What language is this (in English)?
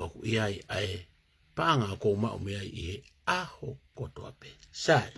Tongan